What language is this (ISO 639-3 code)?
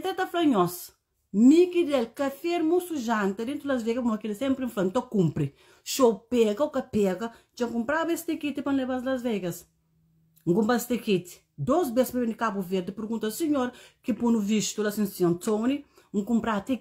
kea